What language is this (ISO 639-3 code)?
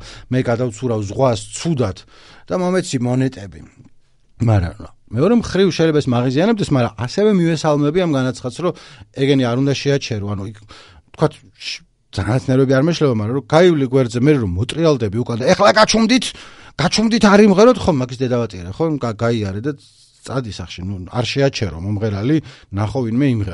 kat